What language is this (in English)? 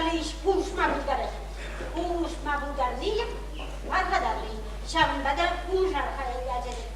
Chuvash